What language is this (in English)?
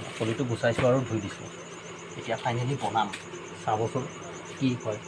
Assamese